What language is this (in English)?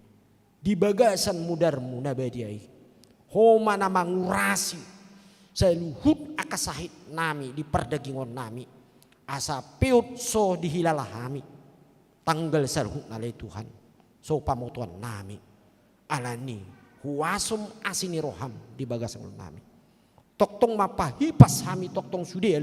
Batak Toba